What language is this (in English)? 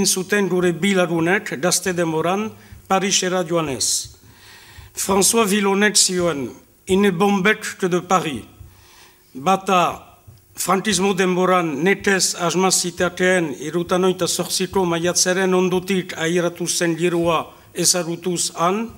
Basque